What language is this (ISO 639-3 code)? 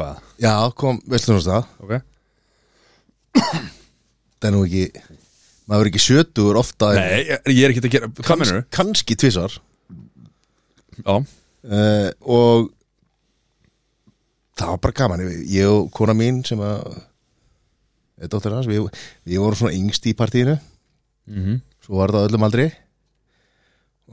isl